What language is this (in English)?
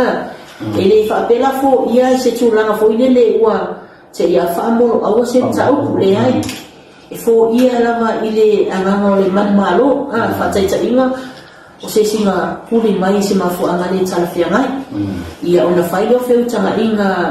Samoan